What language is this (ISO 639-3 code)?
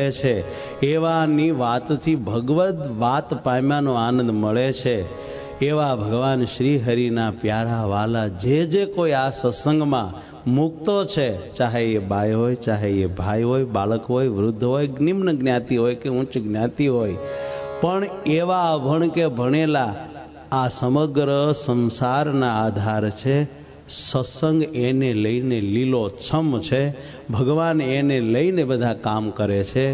guj